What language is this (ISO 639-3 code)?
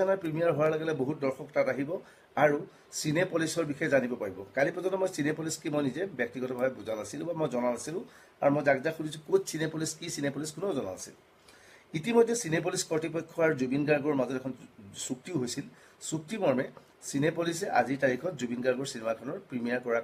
asm